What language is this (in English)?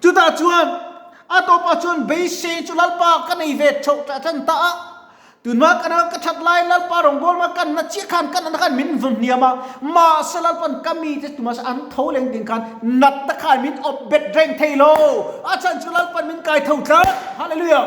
Mizo